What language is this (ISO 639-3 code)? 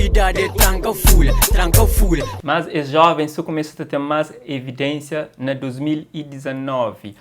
kea